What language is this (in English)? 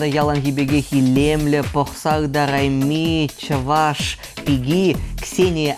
Chuvash